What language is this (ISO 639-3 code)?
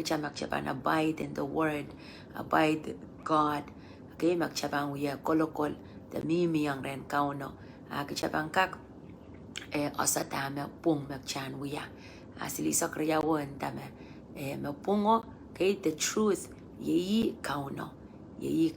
pon